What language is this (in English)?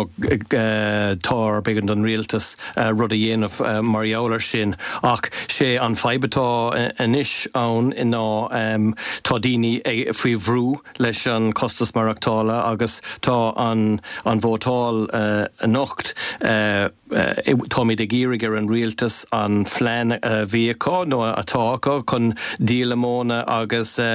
Irish